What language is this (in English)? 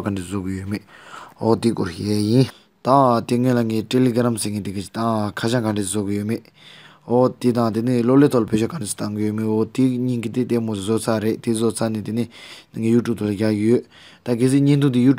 Tibetan